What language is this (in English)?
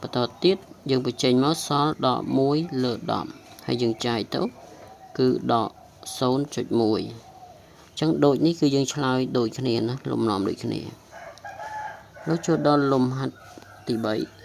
Khmer